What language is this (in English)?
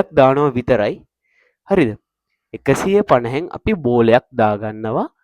Sinhala